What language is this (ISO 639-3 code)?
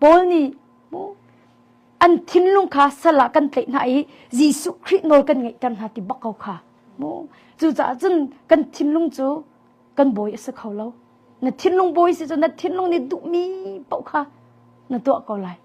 cnh